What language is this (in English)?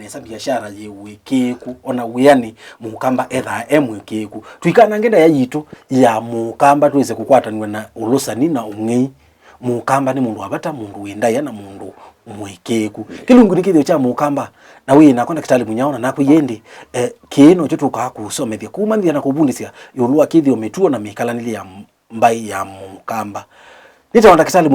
Kamba